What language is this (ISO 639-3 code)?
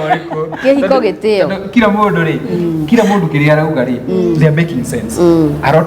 kik